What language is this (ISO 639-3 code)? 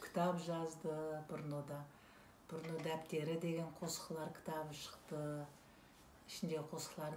kaa